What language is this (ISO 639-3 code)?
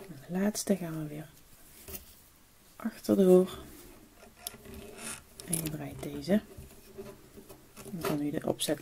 nld